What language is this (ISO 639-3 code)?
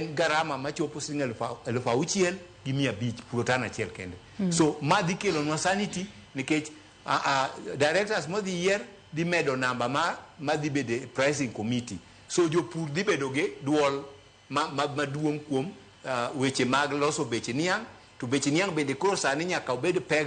luo